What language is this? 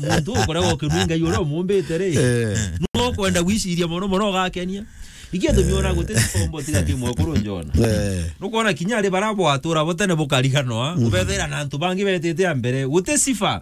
Meru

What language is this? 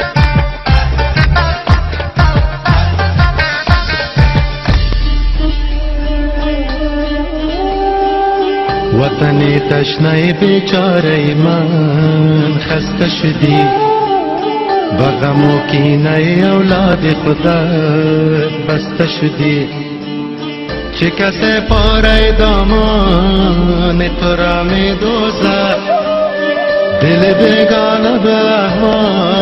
Persian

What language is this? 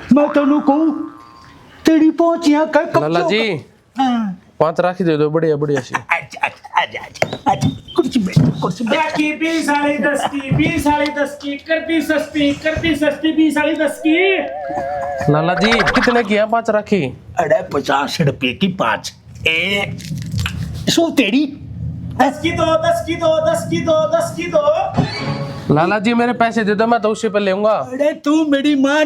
Haryanvi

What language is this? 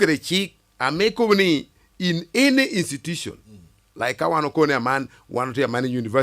Lango (Uganda)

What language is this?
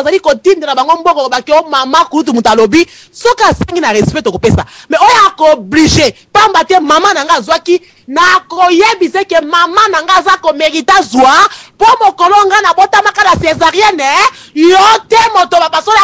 Lingala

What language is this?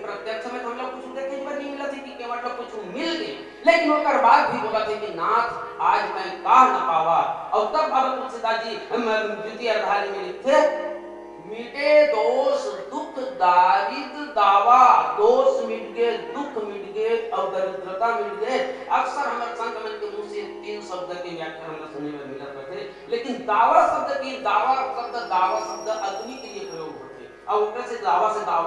Chhattisgarhi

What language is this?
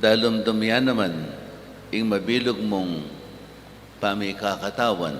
Pampanga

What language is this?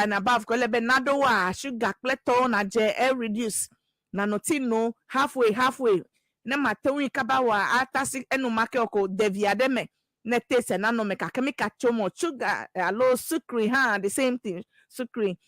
Ewe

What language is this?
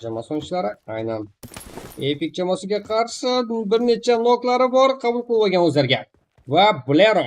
Kara-Kalpak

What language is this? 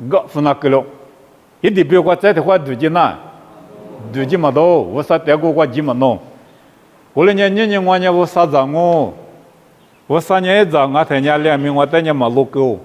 Lisu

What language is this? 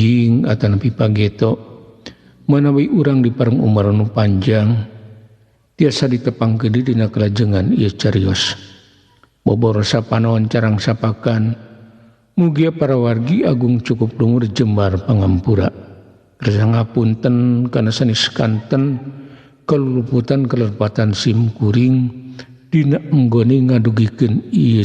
Sundanese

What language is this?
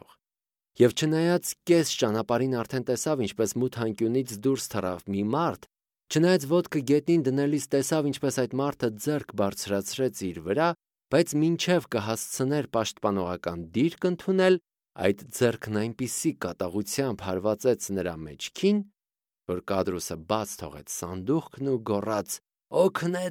Armenian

